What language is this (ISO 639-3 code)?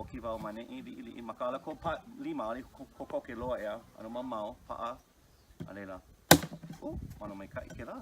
haw